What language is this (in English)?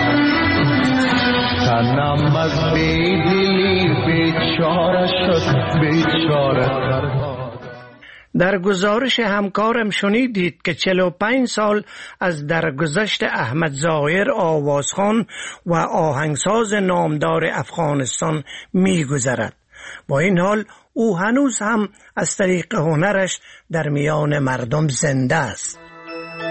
Persian